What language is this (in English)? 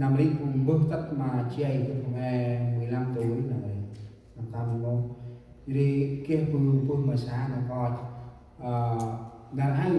Central Mnong